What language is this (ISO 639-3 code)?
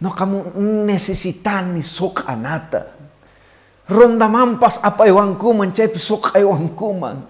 que